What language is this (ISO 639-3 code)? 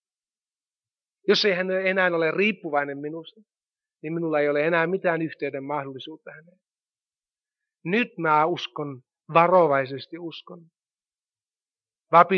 fin